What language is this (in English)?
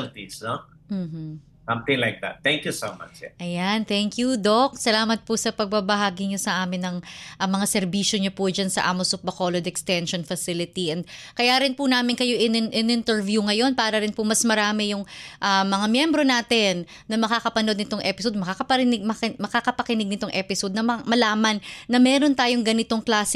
Filipino